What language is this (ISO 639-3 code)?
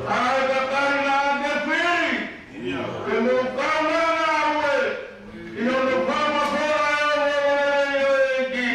ton